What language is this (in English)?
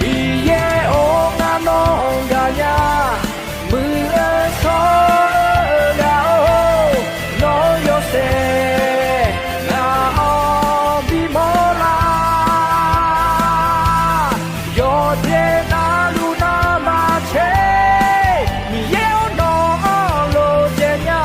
Akha